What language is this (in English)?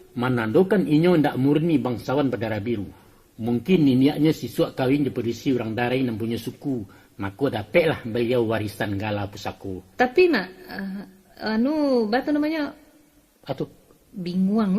Minangkabau